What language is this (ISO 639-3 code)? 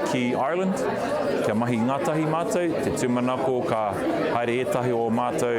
mri